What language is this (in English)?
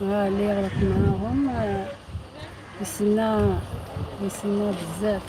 Algerian Arabic